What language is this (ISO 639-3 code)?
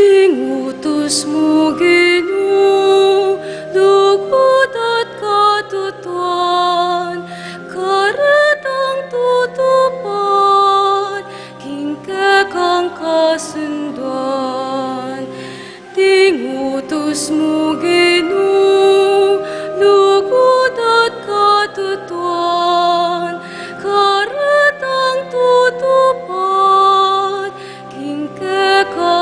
pam